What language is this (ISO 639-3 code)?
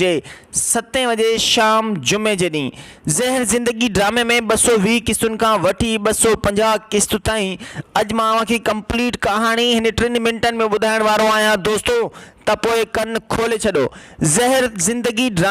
snd